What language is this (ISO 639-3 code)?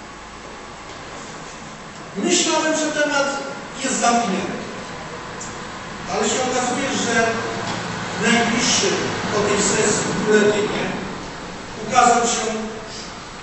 pol